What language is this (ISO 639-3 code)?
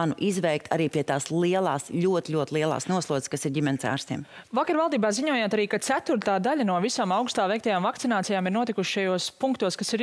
lav